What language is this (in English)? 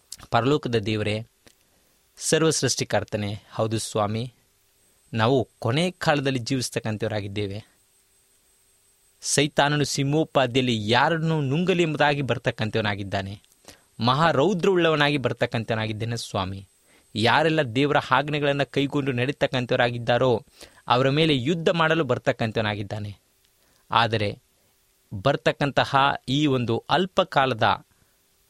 Kannada